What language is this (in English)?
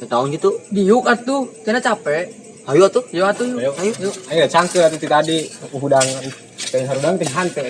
Sundanese